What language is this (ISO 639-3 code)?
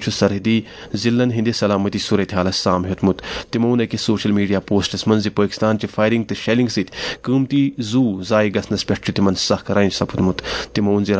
kas